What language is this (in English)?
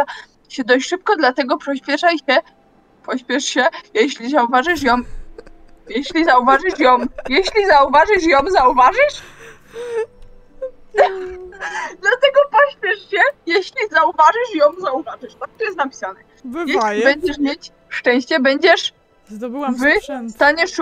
Polish